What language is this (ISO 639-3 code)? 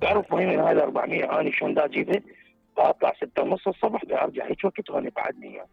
acm